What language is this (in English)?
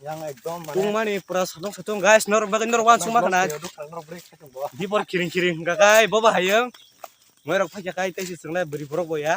Kok Borok